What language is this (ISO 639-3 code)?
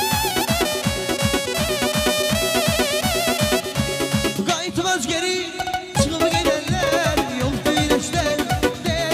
aze